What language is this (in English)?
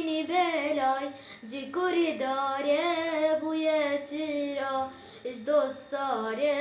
Kurdish